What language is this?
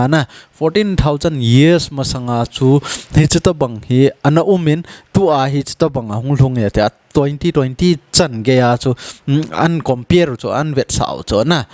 Thado Chin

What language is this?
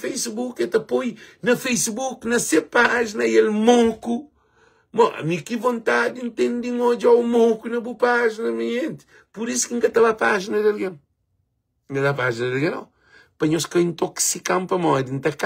Kabuverdianu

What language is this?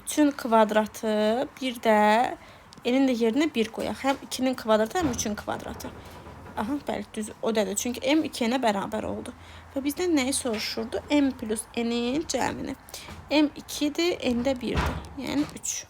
Azerbaijani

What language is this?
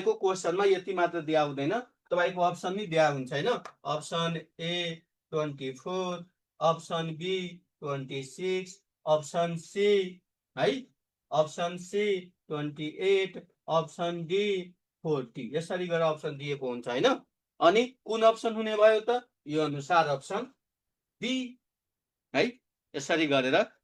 Nepali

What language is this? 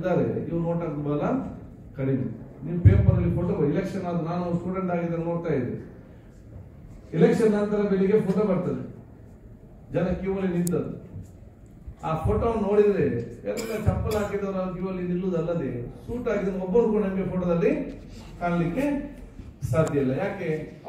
Kannada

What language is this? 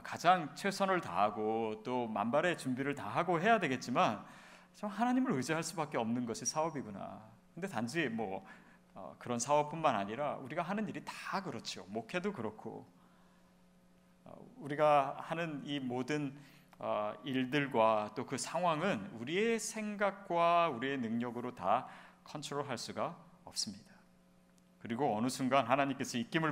Korean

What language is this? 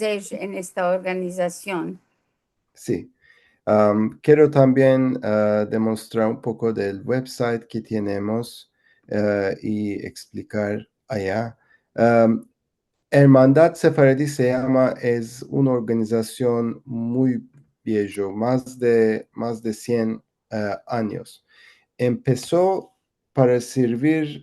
Ladino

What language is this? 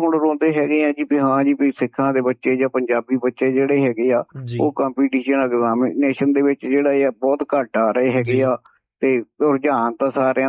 Punjabi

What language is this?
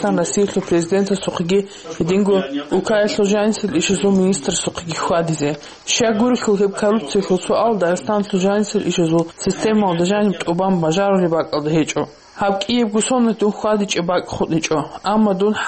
Avaric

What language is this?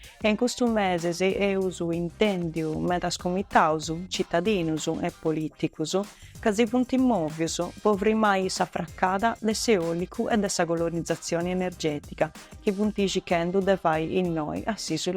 Sardinian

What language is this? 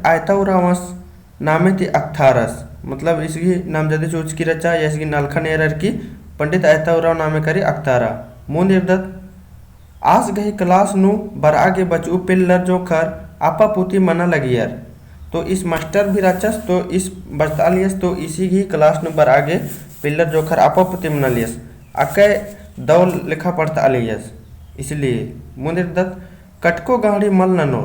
Kurukh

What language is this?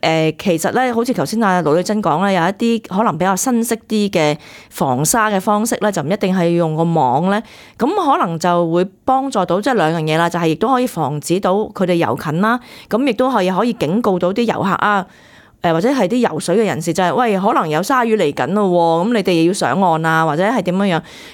Cantonese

